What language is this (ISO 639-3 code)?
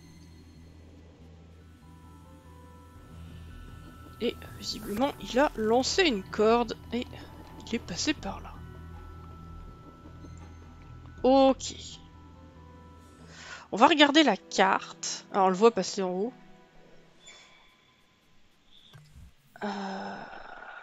fra